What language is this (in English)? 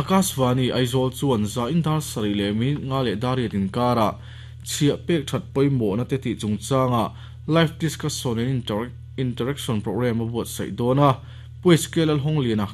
Mizo